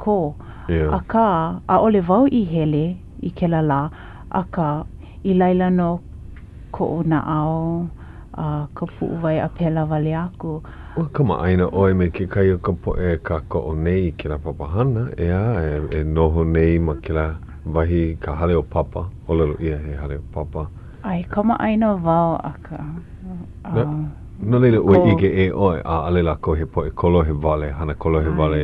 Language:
Hawaiian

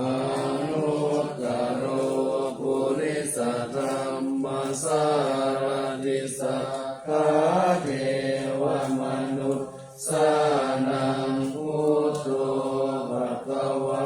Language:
Pali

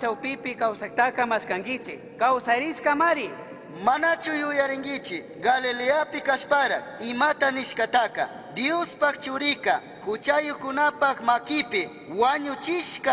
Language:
Chimborazo Highland Quichua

